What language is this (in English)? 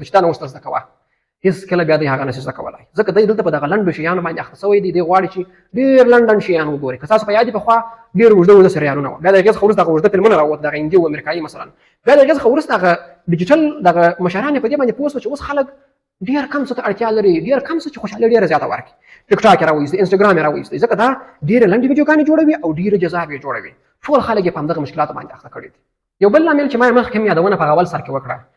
Pashto